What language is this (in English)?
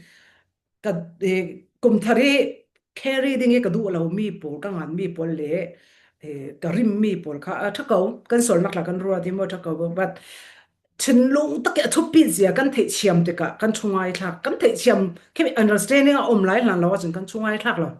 Falam Chin